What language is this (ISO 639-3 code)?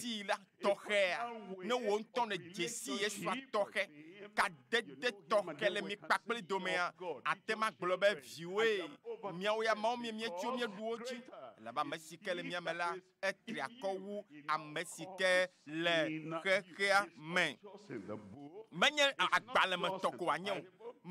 ewe